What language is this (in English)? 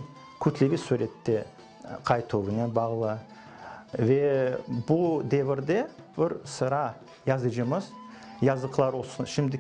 Crimean Tatar